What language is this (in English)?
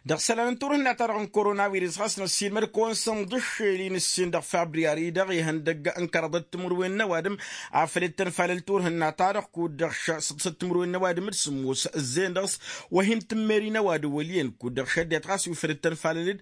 Tamasheq